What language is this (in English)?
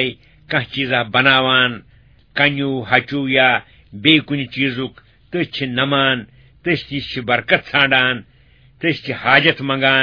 Kashmiri